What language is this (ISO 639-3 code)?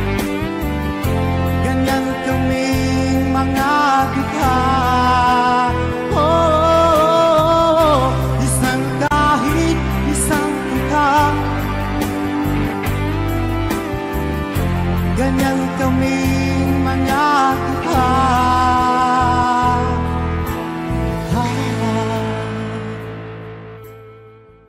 fil